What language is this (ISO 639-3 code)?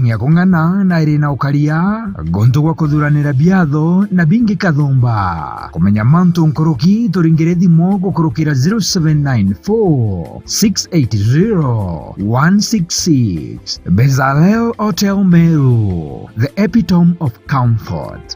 mer